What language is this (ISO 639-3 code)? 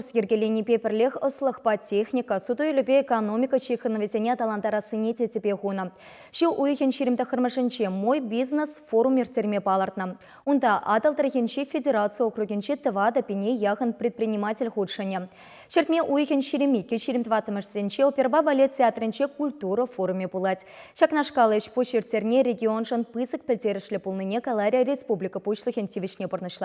chv